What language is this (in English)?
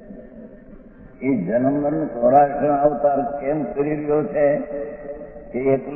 Gujarati